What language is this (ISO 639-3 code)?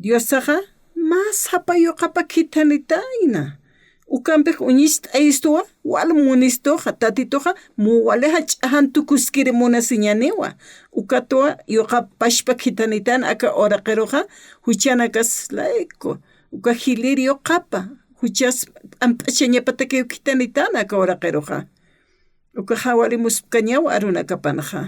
aym